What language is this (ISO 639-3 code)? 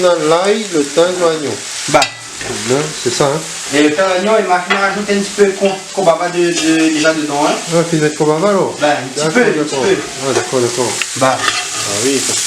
rcf